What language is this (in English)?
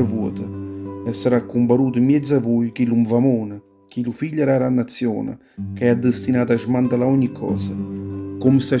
Neapolitan